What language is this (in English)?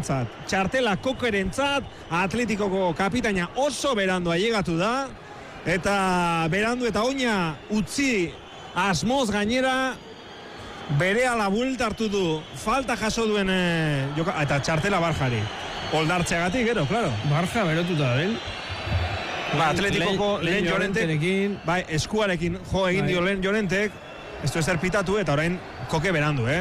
Basque